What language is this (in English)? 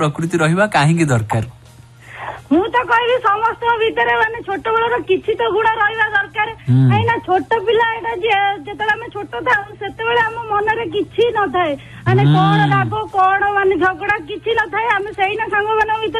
Odia